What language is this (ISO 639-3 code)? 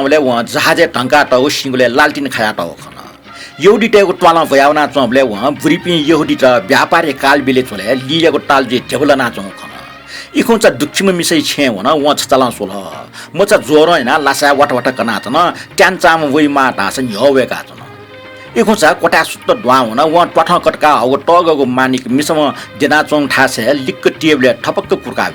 new